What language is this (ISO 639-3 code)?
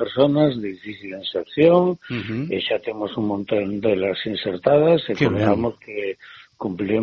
glg